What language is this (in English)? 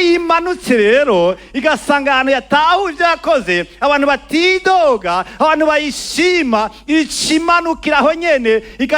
Rundi